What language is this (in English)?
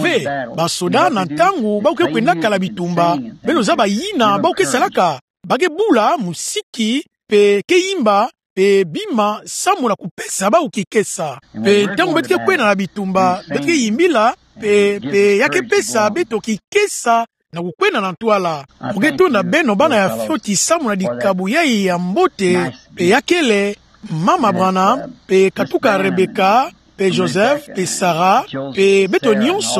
Kituba (Democratic Republic of Congo)